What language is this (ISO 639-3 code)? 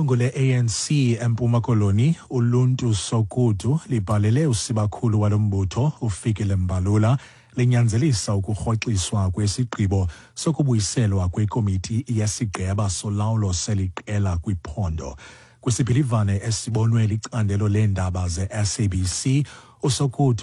xho